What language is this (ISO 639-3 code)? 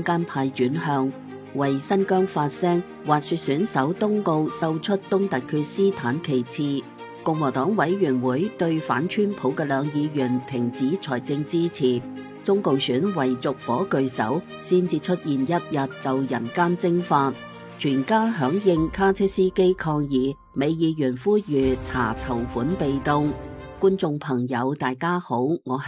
yue